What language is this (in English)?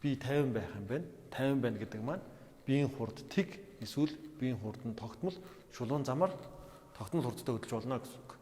Mongolian